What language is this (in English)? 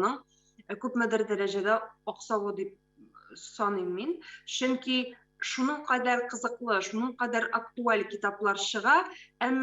Tatar